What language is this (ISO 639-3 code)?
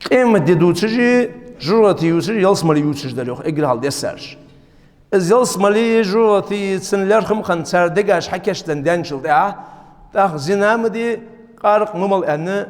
inh